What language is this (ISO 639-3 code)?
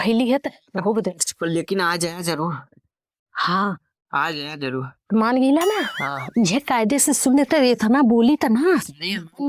awa